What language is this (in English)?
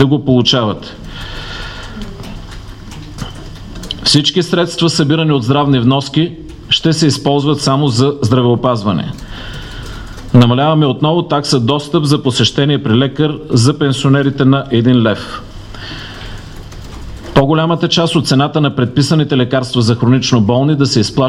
Bulgarian